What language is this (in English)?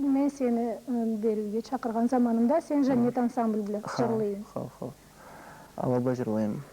Karachay-Balkar